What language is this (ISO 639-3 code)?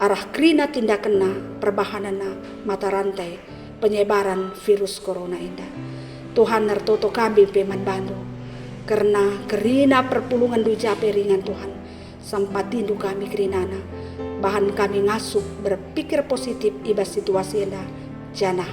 btx